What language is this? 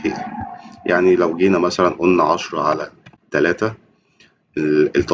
Egyptian Arabic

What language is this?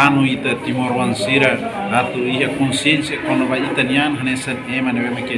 Tetum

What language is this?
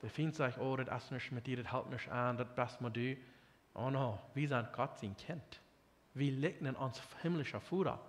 Plautdietsch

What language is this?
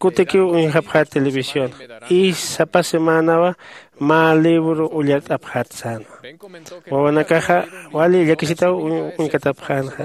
Aymara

